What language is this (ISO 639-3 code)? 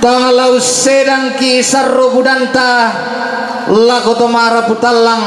sda